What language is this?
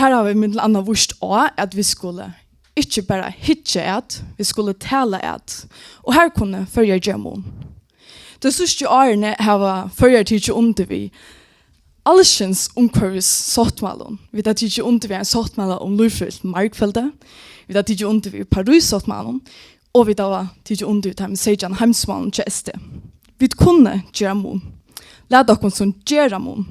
Faroese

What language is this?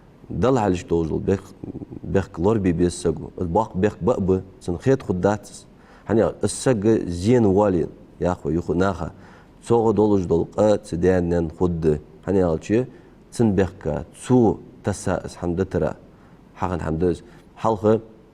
Ingush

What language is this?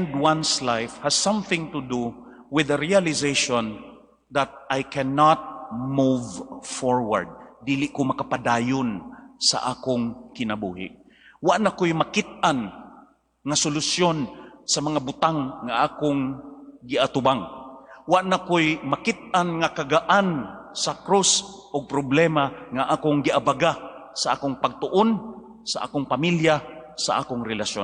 Cebuano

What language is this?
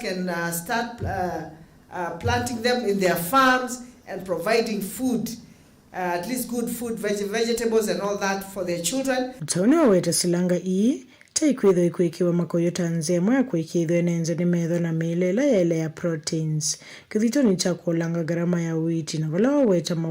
Kamba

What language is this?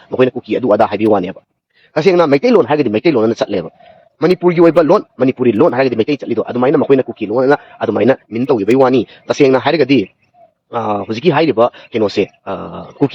Manipuri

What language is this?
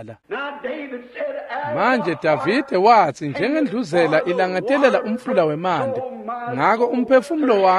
Swati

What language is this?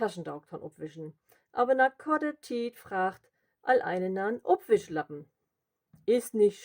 Low German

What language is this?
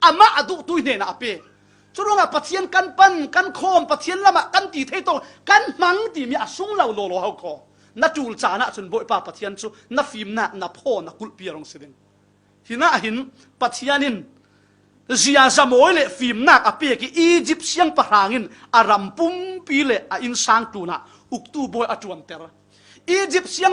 Falam Chin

